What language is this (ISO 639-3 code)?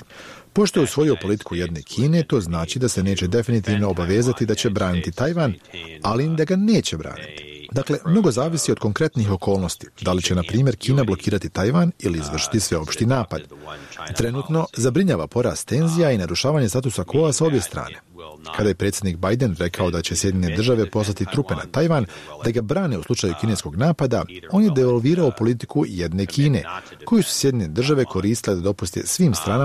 bos